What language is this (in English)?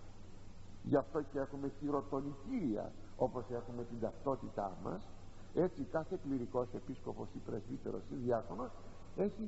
Greek